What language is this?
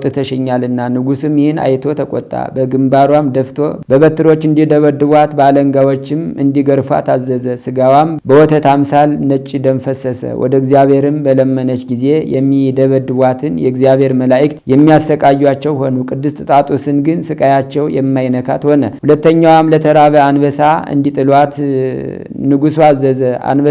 Amharic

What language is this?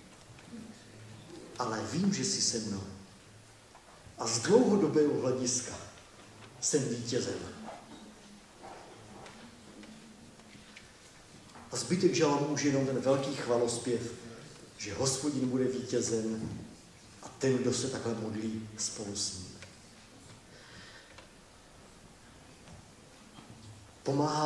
Czech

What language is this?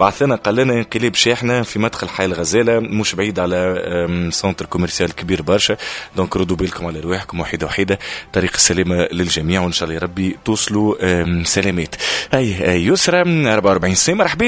Tunisian Arabic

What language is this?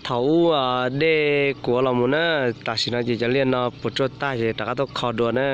Hmong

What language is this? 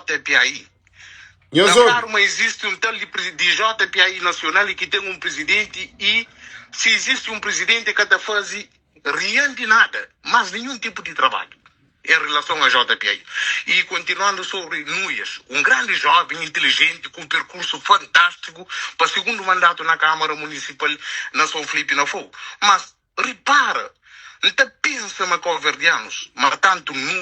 Kabuverdianu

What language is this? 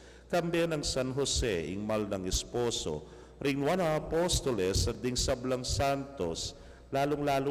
Pampanga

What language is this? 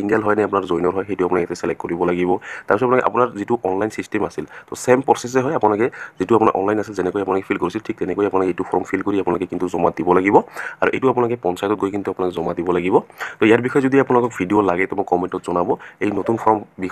Assamese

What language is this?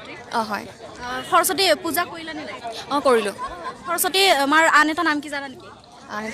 Assamese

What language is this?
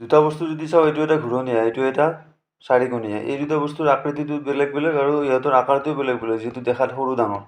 Assamese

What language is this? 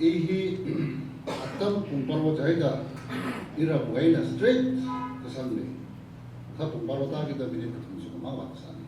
Tangkhul Naga (India)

